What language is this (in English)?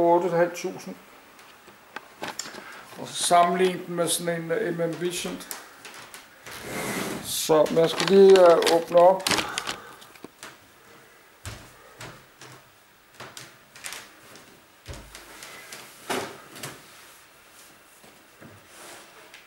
Danish